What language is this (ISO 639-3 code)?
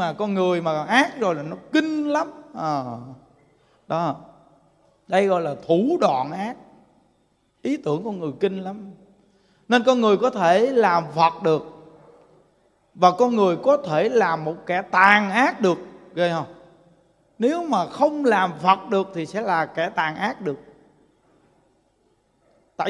vie